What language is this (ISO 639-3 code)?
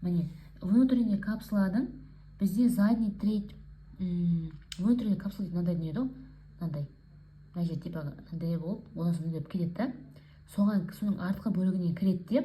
kaz